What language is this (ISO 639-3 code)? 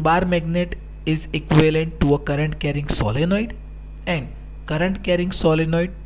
hin